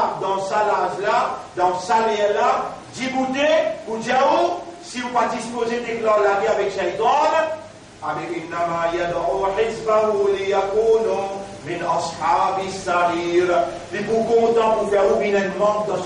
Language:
Morisyen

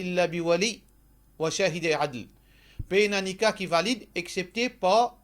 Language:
Morisyen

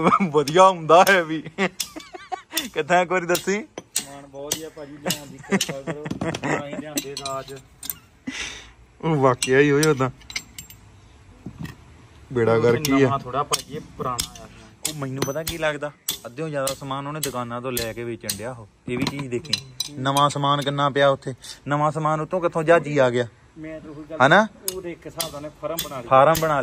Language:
Punjabi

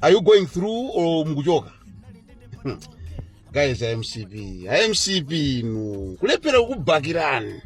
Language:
Nyanja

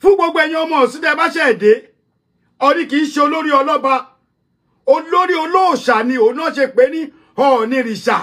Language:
Yoruba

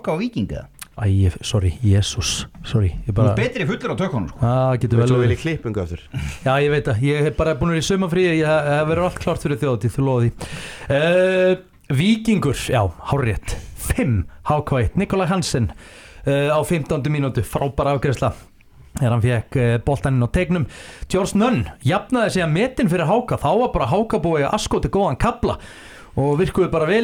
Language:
Icelandic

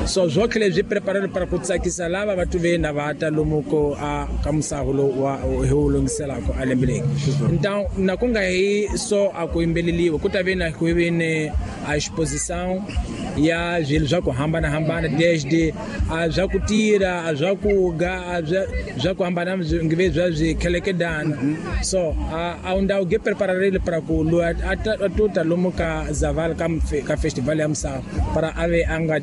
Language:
Tsonga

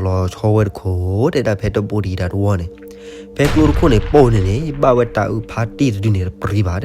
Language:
S'gaw Karen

